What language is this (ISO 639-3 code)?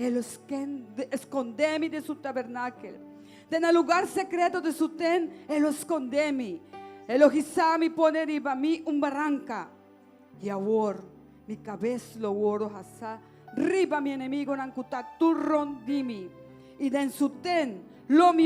pap